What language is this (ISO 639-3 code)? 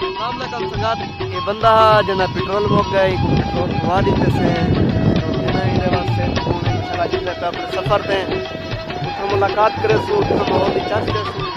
skr